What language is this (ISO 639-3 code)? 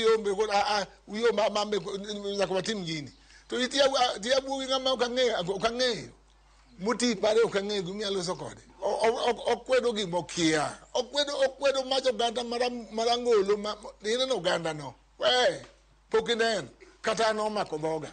luo